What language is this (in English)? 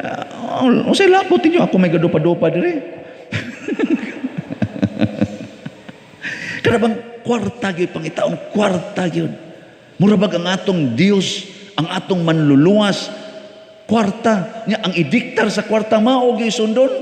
Cebuano